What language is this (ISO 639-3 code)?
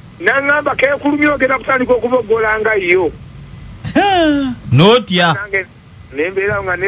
lug